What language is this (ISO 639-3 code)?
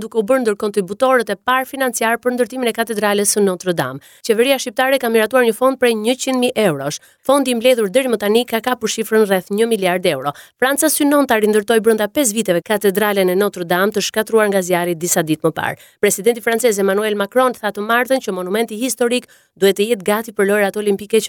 sqi